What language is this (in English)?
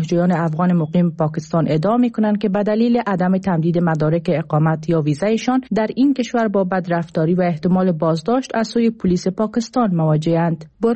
Persian